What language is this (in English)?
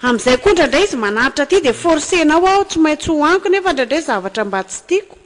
Malagasy